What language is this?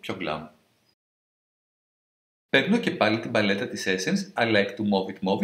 Greek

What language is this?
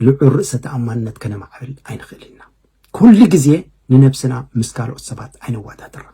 Tigrinya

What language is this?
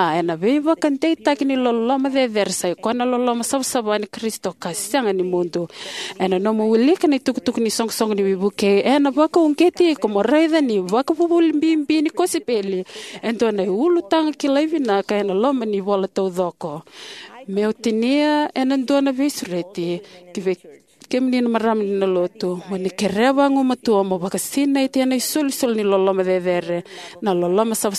Fijian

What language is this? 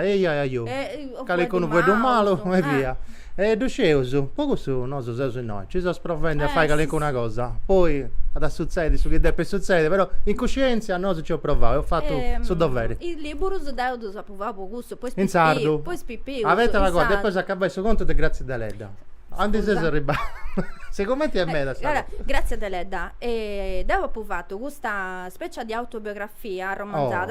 Sardinian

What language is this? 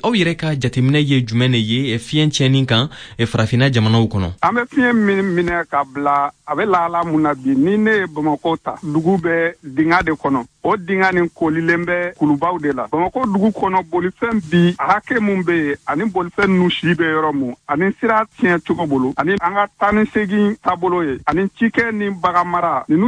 Bambara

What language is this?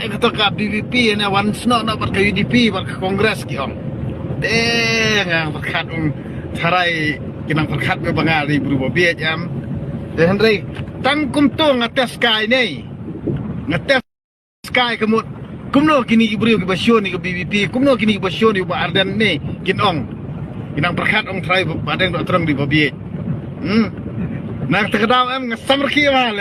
Khasi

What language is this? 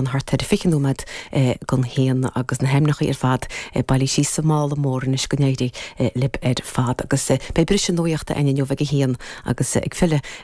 Irish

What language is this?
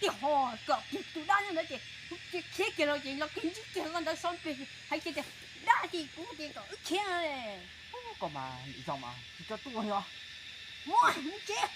Hmong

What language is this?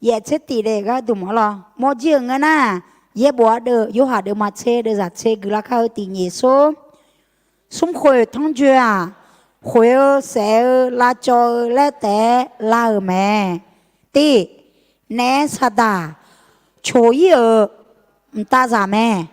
Akha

